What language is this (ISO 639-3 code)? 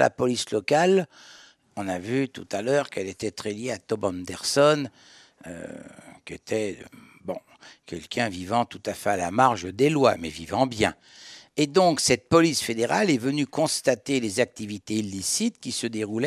fra